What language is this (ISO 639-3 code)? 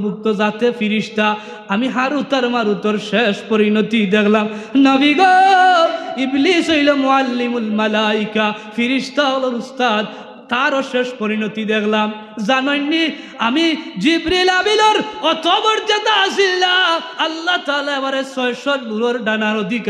syl